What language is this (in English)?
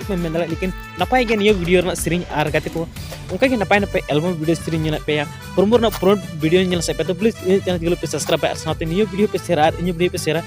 Santali